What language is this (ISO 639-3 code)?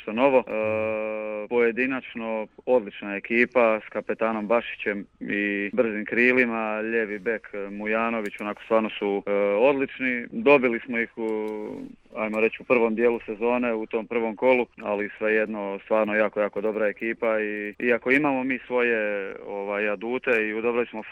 hrv